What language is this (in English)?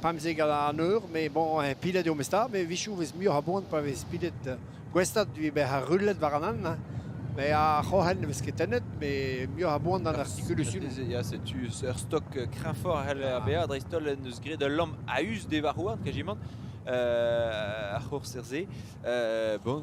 Breton